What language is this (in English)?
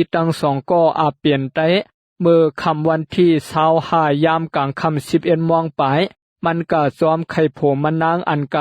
Shan